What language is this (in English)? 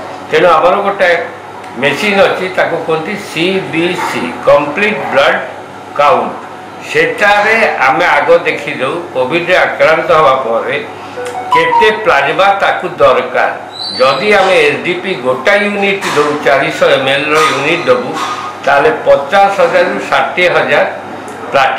Odia